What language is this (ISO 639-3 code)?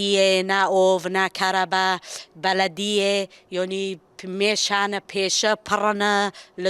kur